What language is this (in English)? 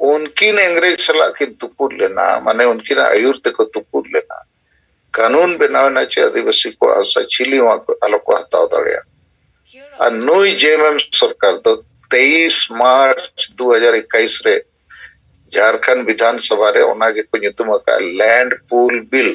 Santali